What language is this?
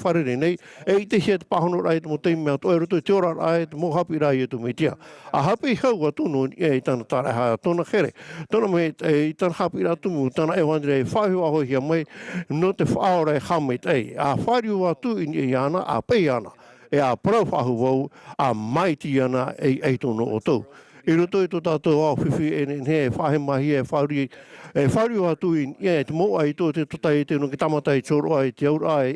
Tahitian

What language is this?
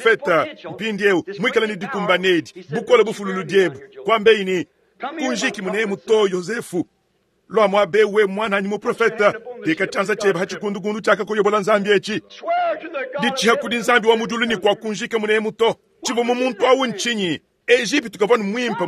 Luba-Lulua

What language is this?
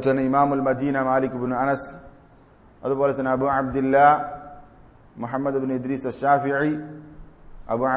Malayalam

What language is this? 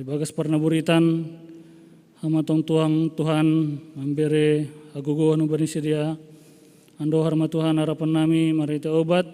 Batak Simalungun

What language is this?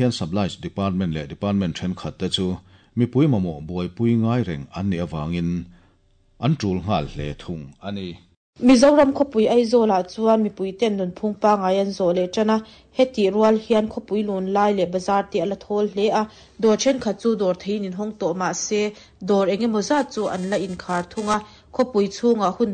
Mizo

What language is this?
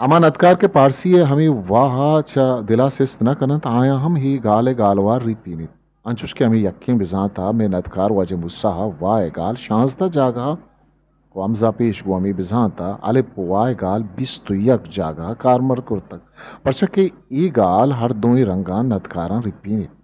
Eastern Balochi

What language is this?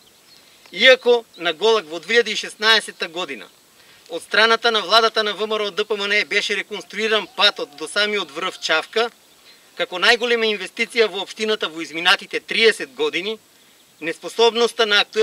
Macedonian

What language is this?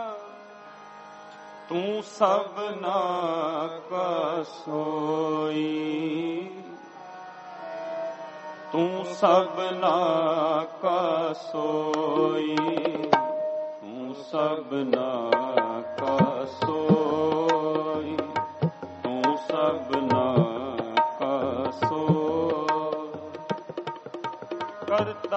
Punjabi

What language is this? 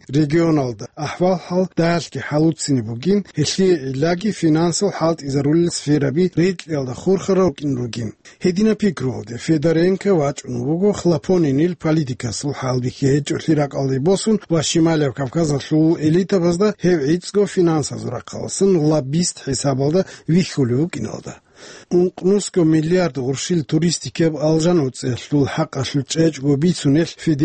Avaric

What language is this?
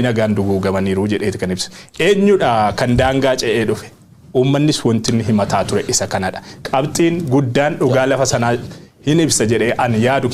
Oromo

